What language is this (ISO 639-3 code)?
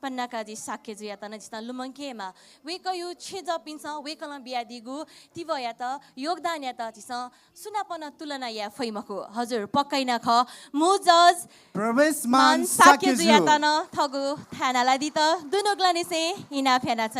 new